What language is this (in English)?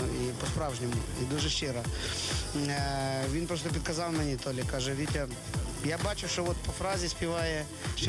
Ukrainian